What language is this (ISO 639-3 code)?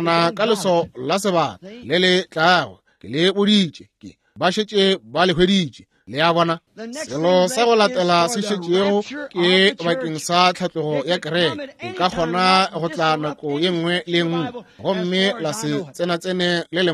nso